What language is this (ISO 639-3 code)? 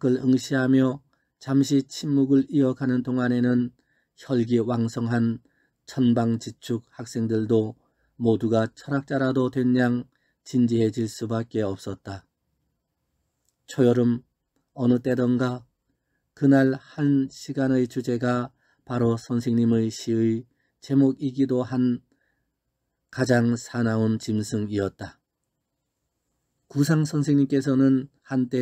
kor